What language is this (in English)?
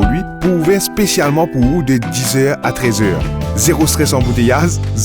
Morisyen